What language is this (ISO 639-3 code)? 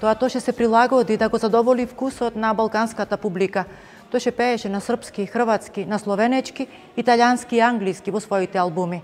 mkd